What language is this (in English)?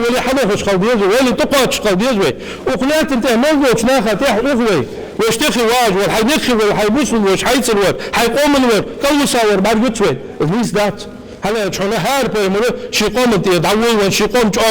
Ingush